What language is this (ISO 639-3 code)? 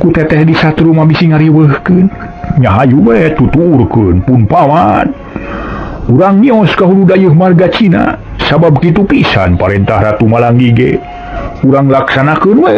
sun